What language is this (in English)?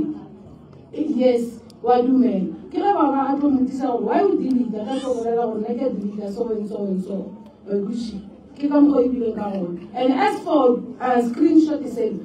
Northern Sotho